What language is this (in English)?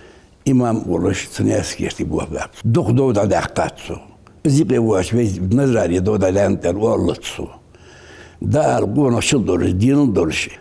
Ingush